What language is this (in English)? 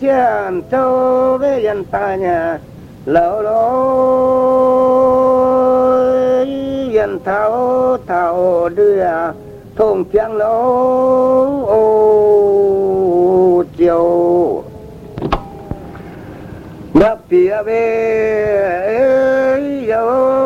Vietnamese